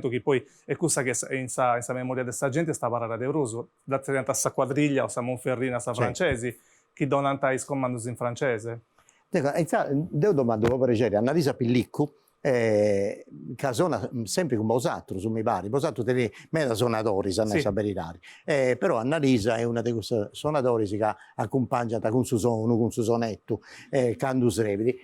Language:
Sardinian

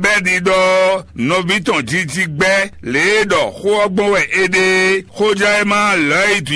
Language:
Fon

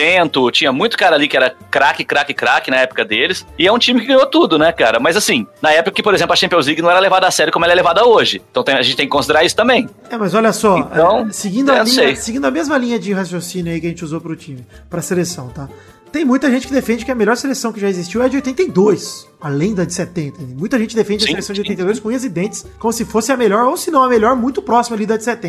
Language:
Portuguese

